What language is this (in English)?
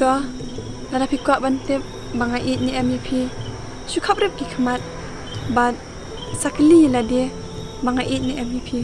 Khasi